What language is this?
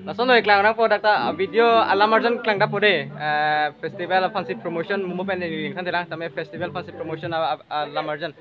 Karbi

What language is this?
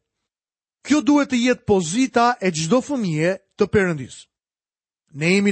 Albanian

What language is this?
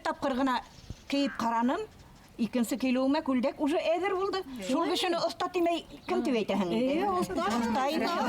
Bashkir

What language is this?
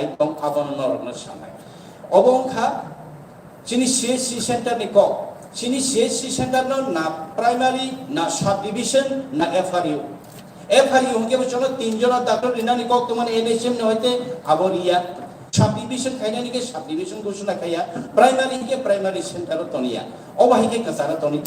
Kok Borok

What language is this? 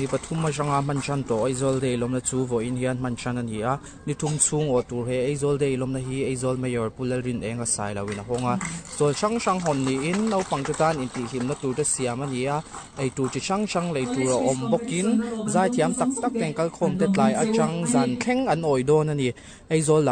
Mizo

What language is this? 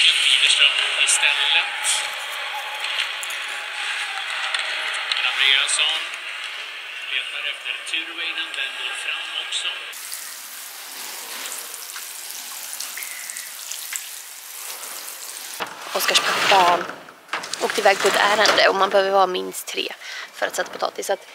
Swedish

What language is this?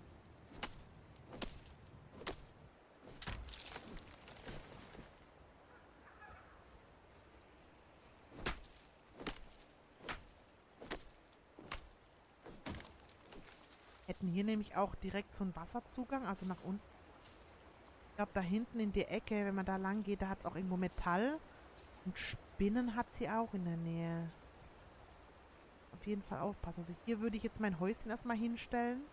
German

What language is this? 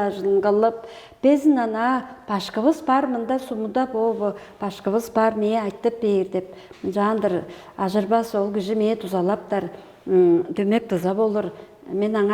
Tuvinian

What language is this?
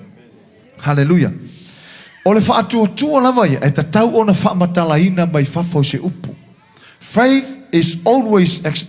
Samoan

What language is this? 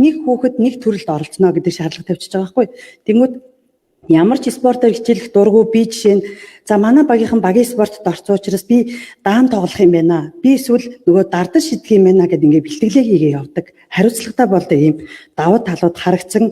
Mongolian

